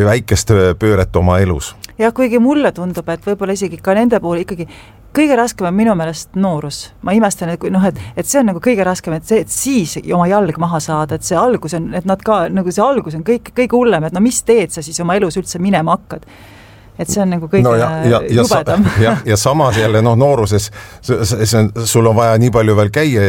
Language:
Estonian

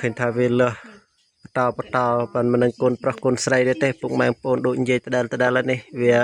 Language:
Khmer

